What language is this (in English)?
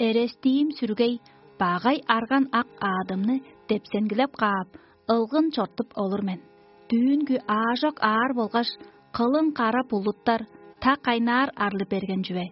Tuvinian